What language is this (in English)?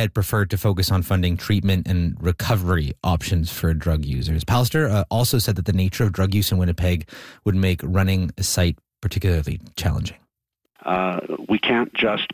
English